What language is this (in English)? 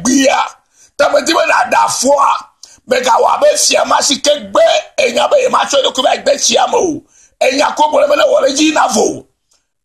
Ewe